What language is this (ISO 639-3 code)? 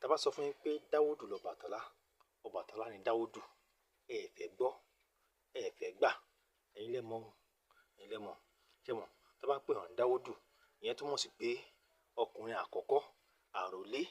yor